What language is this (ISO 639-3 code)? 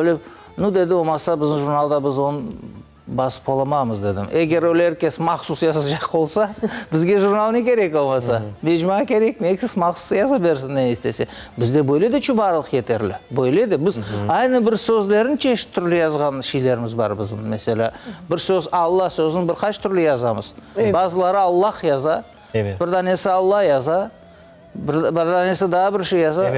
crh